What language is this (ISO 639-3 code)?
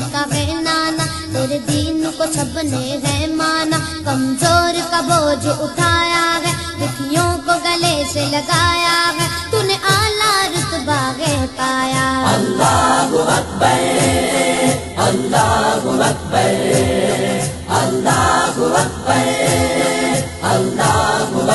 urd